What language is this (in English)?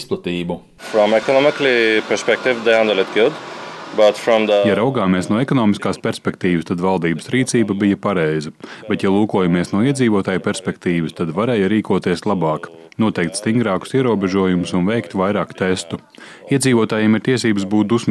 Latvian